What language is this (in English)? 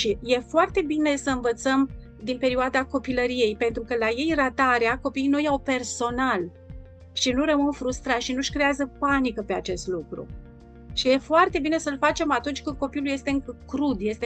Romanian